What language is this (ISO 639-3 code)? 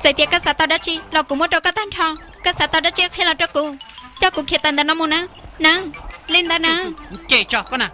hmn